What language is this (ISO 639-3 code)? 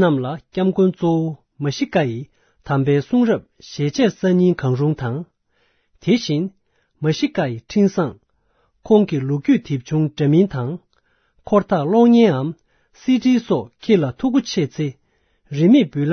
bod